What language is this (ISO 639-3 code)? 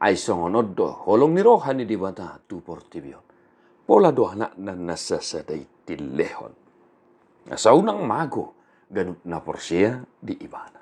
bbc